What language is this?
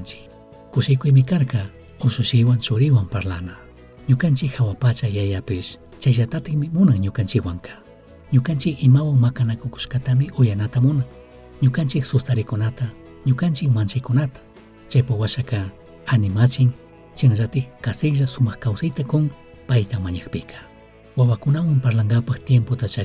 Chimborazo Highland Quichua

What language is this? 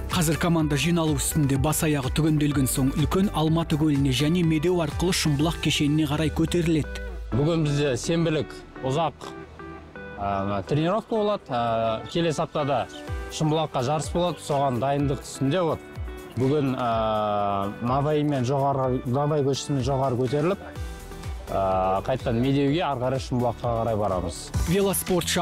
Kazakh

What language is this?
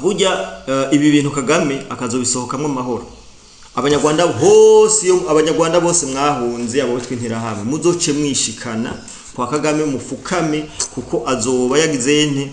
Rundi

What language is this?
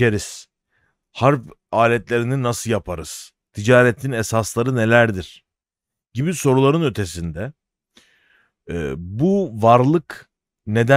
Turkish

